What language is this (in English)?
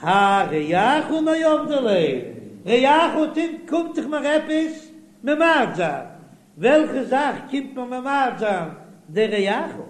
Yiddish